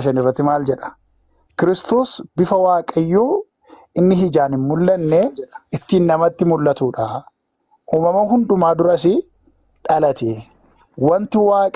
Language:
Oromo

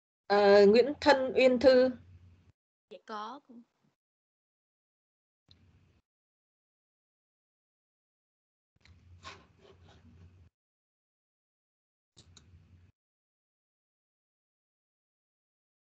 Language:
Vietnamese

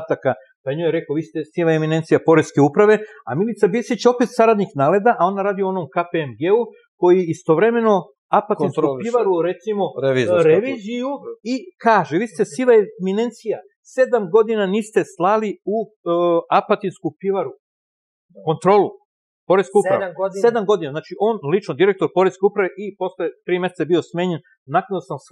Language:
Serbian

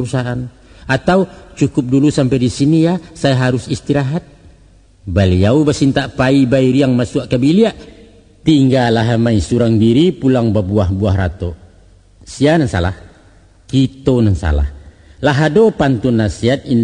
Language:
Minangkabau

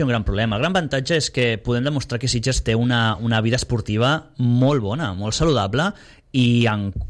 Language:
Catalan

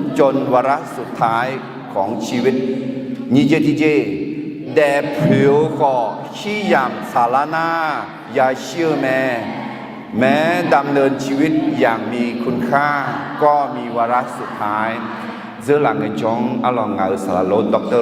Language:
Akha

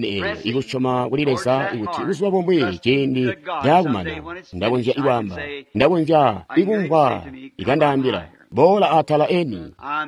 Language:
Tonga (Zambia)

